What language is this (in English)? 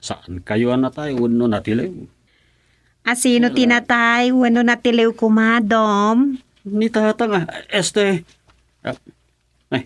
Iloko